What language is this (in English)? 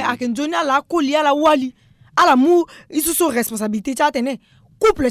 Sango